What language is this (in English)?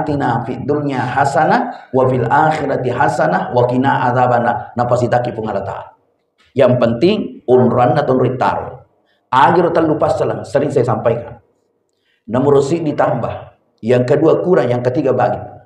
Buginese